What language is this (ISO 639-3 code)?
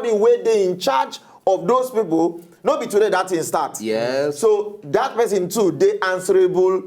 pcm